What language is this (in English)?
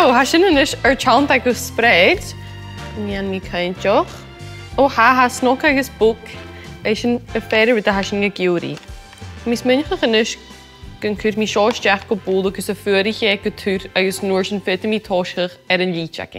Scottish Gaelic